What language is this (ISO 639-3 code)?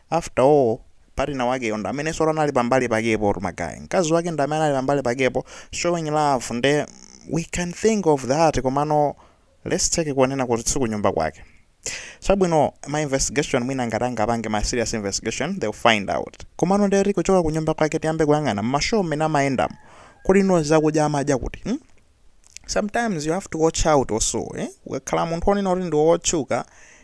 nya